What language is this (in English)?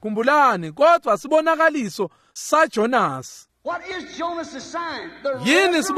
Swati